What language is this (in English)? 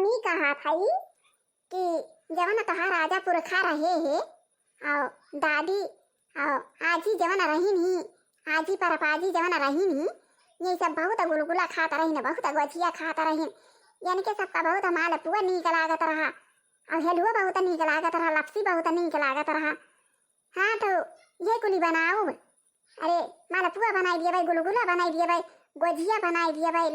Awadhi